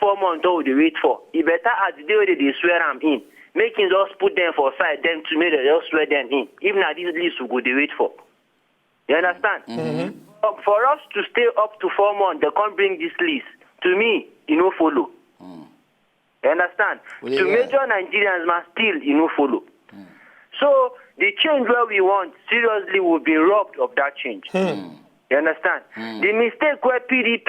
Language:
Nigerian Pidgin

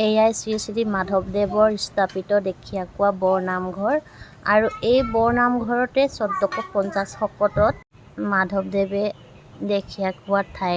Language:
Assamese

